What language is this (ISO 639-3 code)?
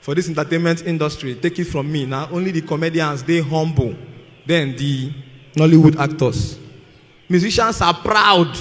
pcm